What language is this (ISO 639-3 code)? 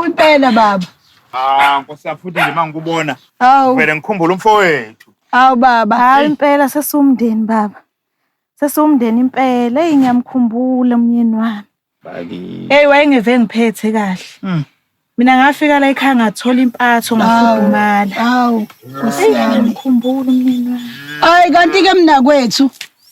zul